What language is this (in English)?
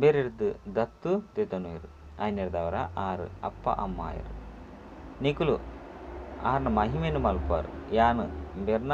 Tulu